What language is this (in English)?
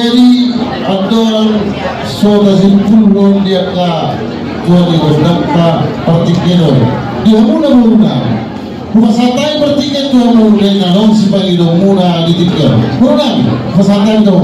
Batak Toba